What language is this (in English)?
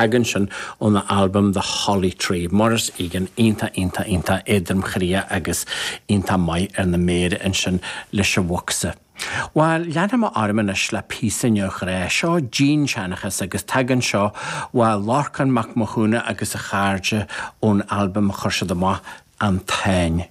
Irish